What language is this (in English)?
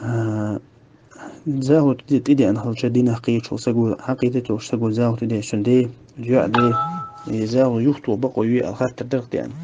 Chechen